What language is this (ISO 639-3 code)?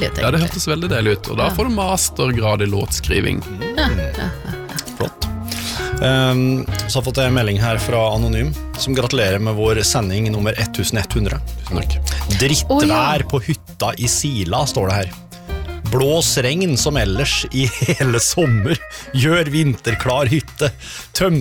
nor